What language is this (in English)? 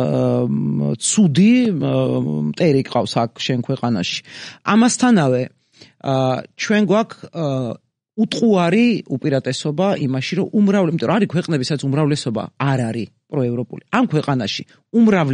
Georgian